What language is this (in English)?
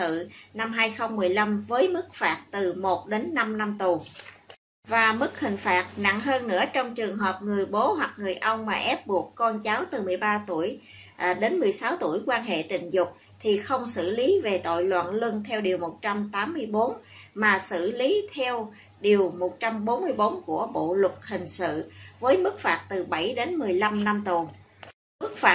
Vietnamese